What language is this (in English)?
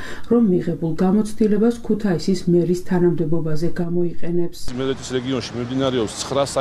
Georgian